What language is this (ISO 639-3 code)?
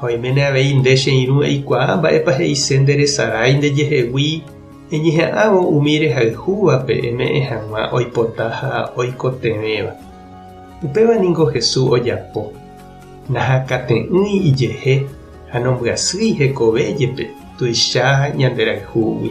grn